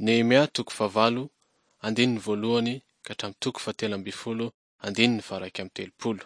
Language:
Malagasy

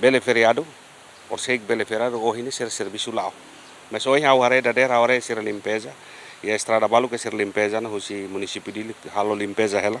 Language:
Tetum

